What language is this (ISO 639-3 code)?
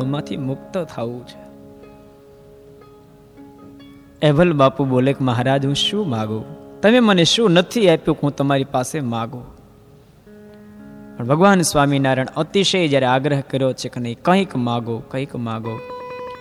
guj